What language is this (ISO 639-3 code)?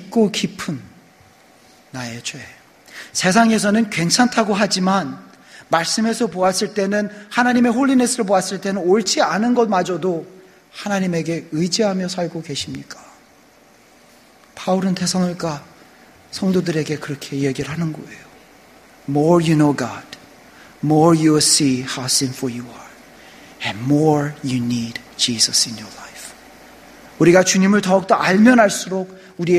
kor